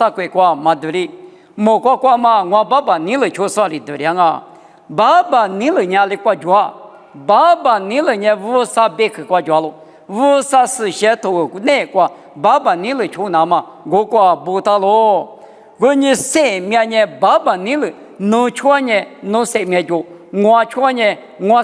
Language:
Lisu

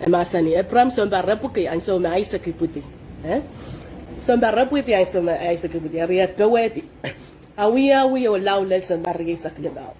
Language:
Pohnpeian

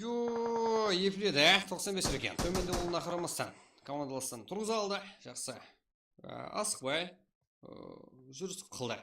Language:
Kara-Kalpak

